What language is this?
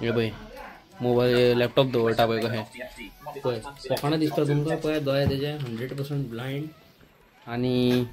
Konkani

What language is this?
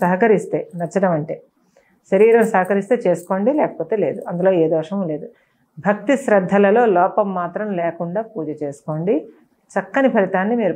Telugu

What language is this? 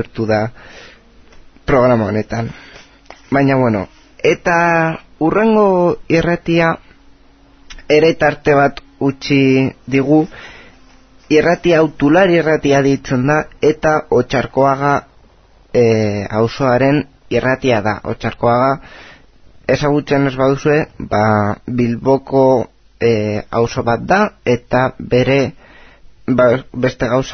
Basque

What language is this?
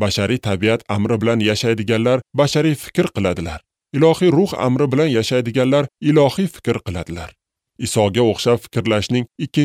Uzbek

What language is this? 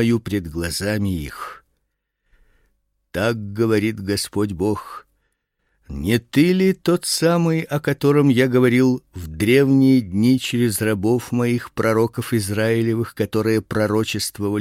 Russian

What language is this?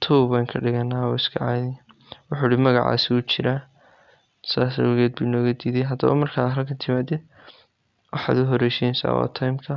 Somali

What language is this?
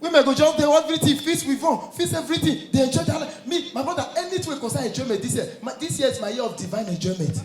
Nigerian Pidgin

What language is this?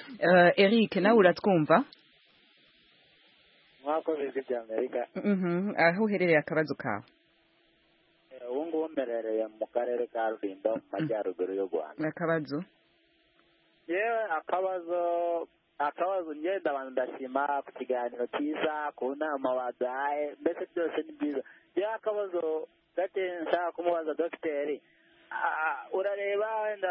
Kinyarwanda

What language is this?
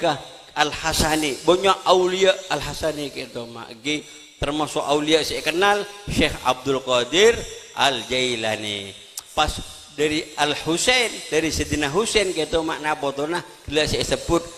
Madurese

